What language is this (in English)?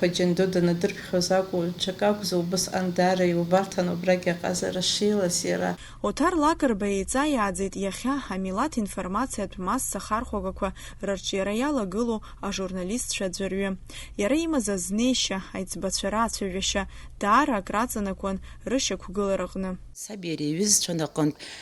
Abkhazian